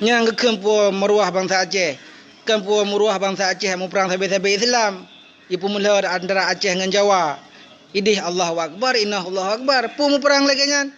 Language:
Achinese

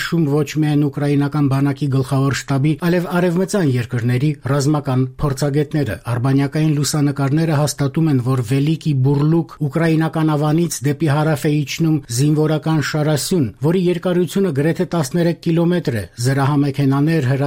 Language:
Armenian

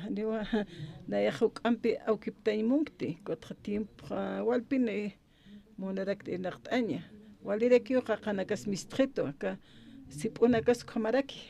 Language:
Aymara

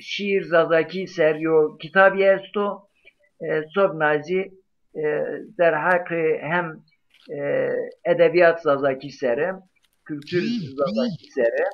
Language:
Zaza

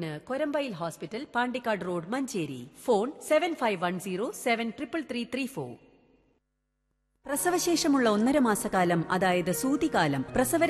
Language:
Malayalam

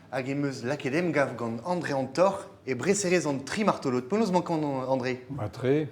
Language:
Breton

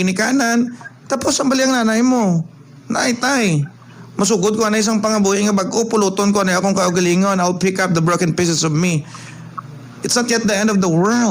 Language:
Hiligaynon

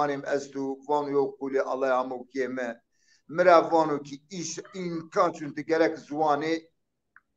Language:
Zaza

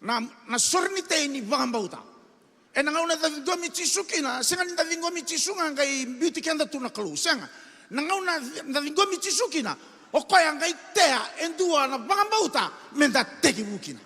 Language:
Fijian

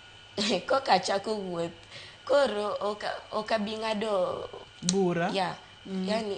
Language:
Luo (Kenya and Tanzania)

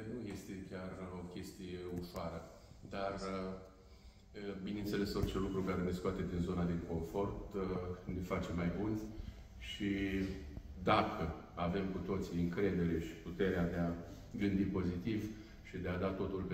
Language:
Romanian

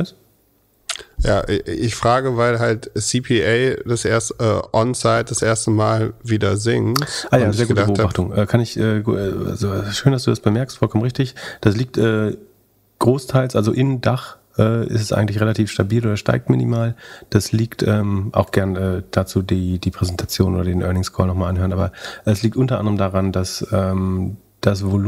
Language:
German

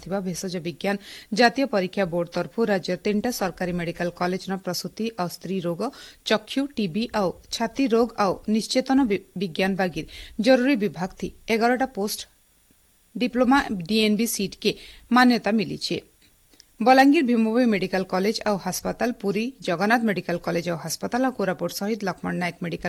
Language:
Odia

